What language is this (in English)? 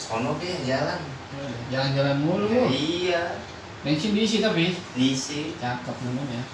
Betawi